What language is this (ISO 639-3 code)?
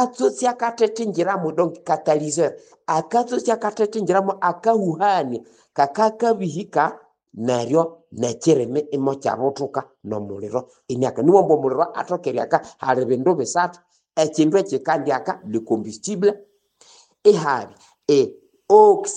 nnb